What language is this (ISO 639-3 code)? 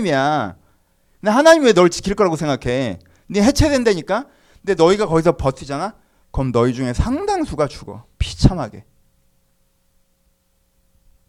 kor